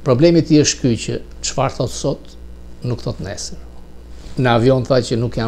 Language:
Albanian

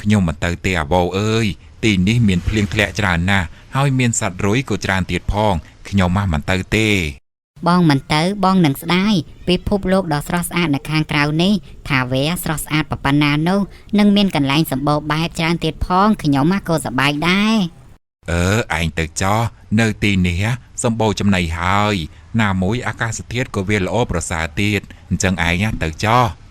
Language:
Khmer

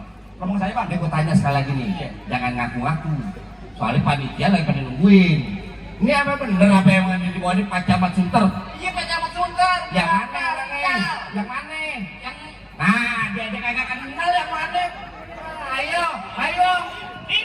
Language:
Betawi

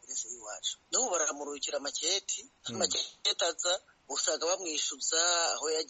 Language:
Kinyarwanda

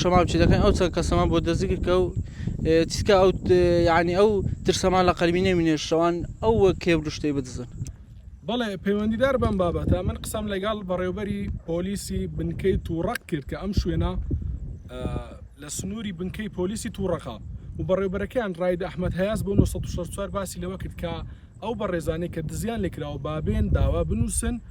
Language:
Central Kurdish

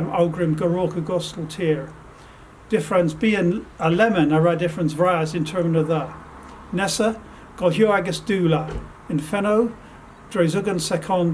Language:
Cornish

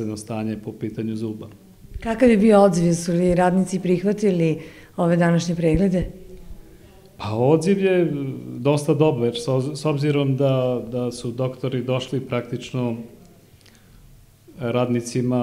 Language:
Serbian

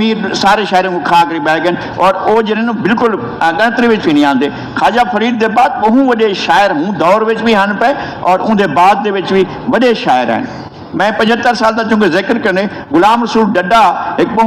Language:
Saraiki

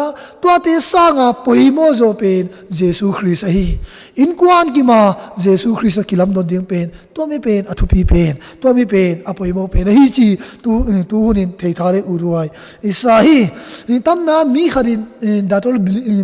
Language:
Tedim Chin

